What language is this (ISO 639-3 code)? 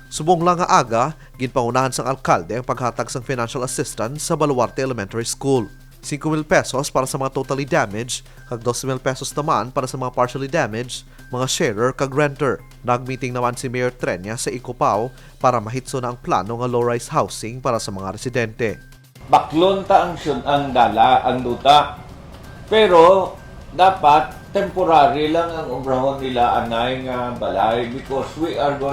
hil